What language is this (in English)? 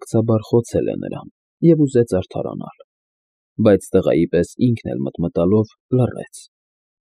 Armenian